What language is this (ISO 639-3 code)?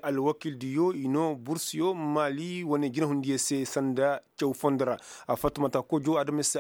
ses